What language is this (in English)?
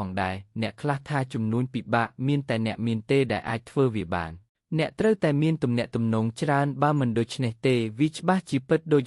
Khmer